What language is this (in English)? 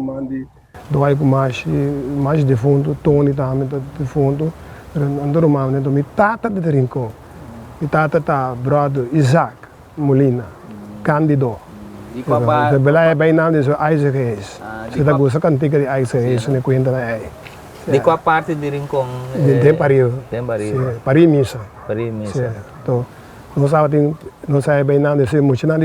Papiamento